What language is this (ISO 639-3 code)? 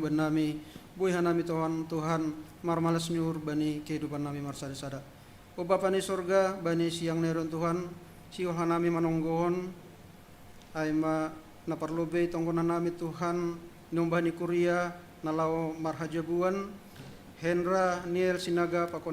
bts